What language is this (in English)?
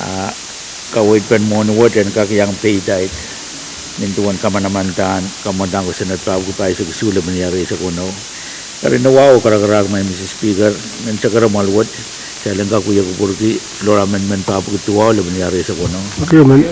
Pohnpeian